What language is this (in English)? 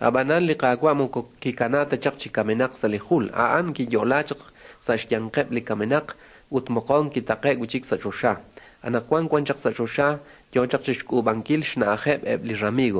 Kekchí